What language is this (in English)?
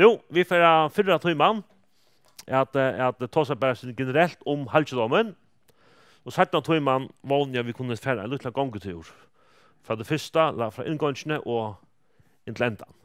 Faroese